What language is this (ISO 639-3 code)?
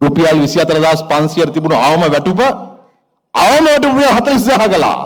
sin